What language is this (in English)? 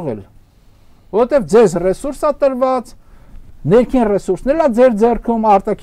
Armenian